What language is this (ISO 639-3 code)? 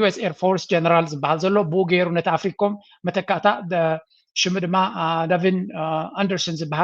tir